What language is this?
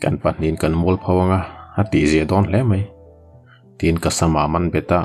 Mizo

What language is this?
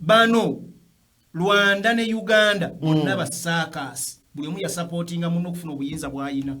Ganda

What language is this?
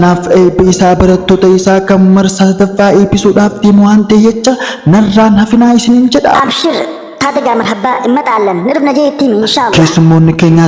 Oromo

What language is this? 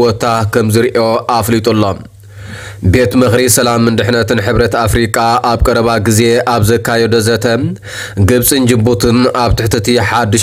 Tigrinya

